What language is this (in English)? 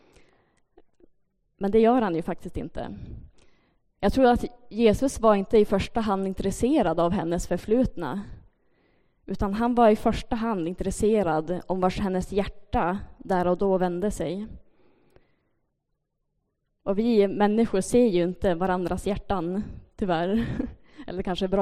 Swedish